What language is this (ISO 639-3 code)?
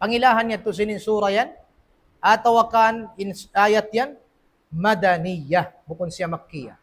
tsg